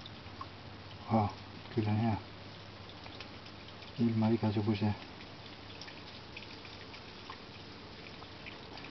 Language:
Estonian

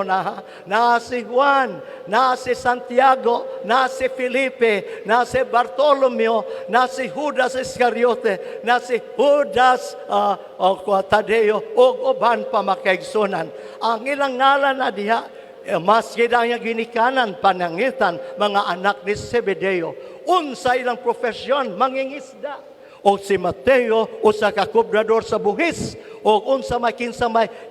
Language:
Cebuano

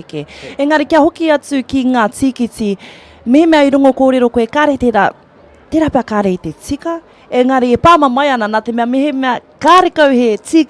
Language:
Māori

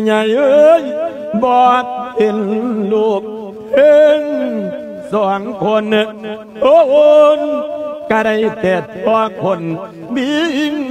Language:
Lao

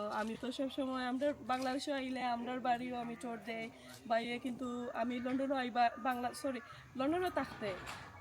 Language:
Sylheti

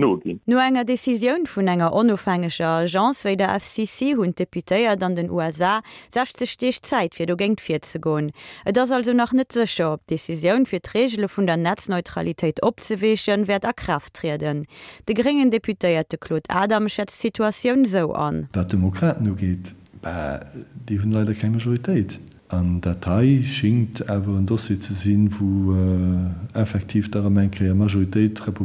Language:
Luxembourgish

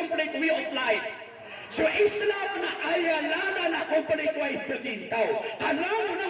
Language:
Maranao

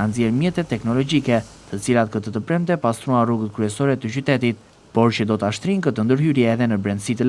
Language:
Albanian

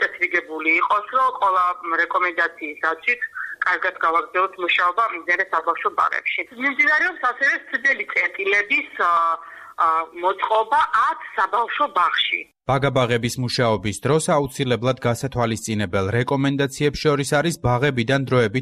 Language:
Georgian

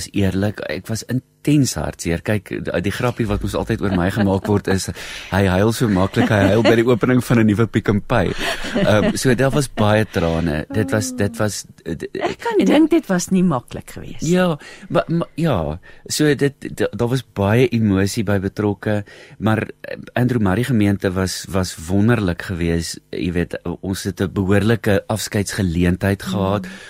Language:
Afrikaans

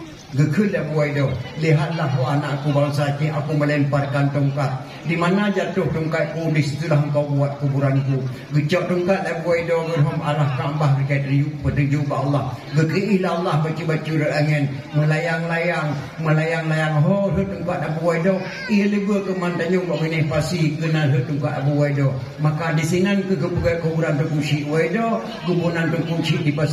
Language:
Achinese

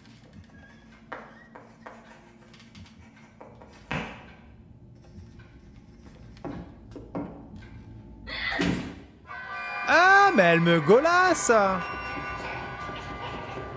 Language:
French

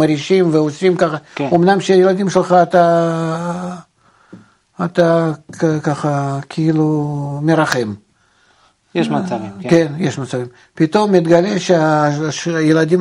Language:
Hebrew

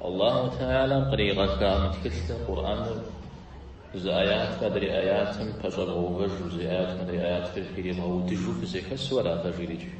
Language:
Kabardian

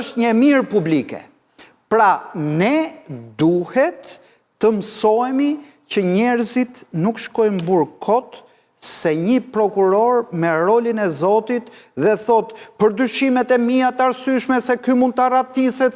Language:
Albanian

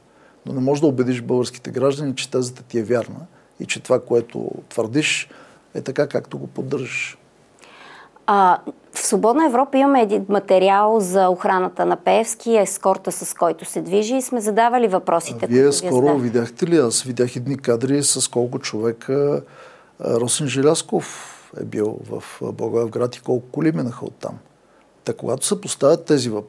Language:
Bulgarian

